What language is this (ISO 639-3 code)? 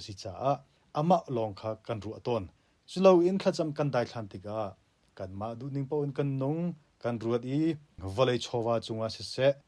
cnh